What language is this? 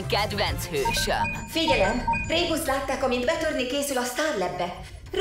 Hungarian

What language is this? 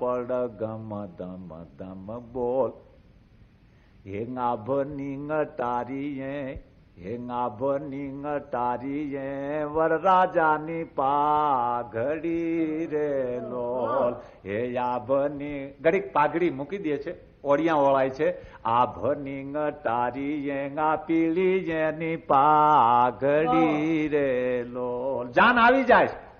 Gujarati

